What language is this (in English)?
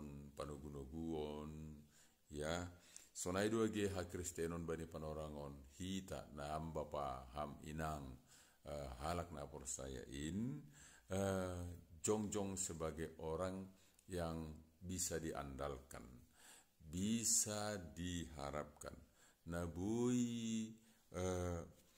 Batak Simalungun